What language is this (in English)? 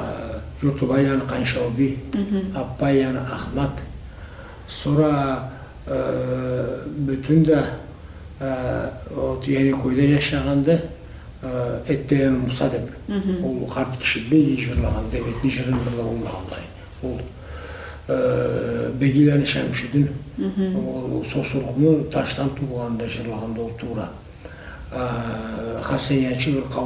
Karachay-Balkar